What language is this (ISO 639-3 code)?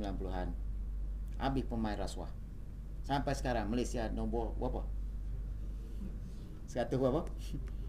msa